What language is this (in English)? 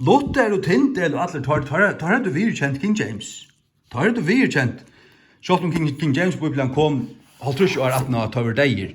Faroese